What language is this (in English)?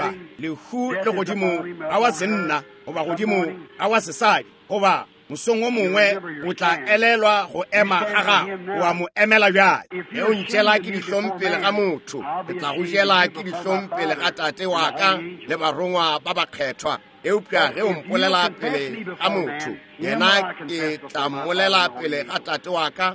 Northern Sotho